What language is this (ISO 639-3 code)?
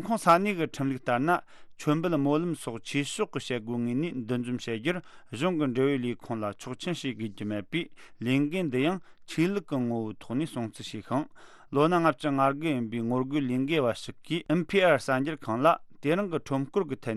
bod